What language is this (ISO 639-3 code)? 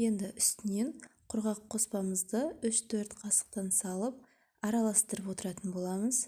kaz